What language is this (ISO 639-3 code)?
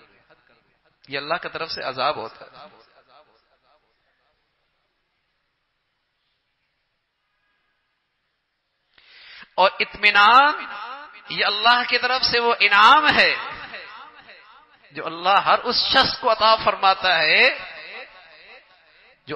urd